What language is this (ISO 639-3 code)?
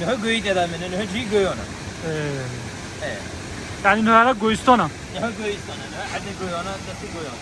kur